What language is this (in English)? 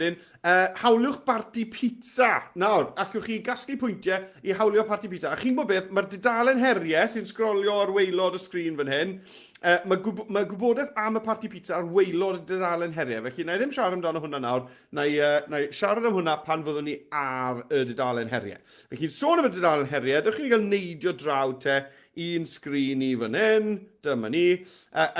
Welsh